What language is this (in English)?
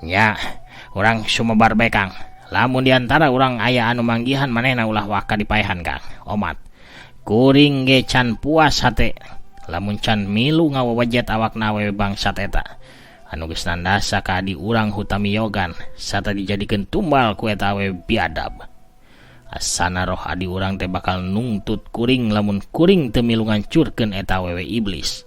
Sundanese